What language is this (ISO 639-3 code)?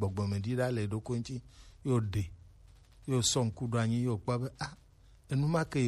gej